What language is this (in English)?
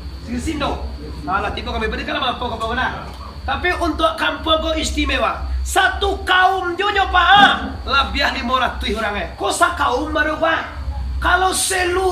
Minangkabau